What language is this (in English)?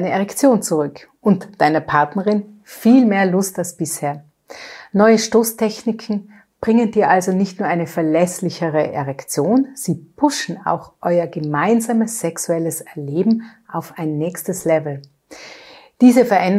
German